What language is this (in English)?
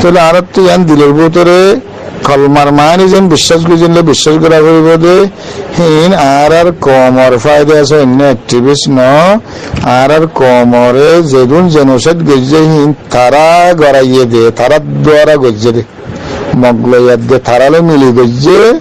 Rohingya